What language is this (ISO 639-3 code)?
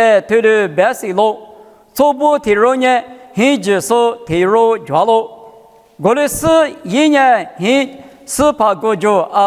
lis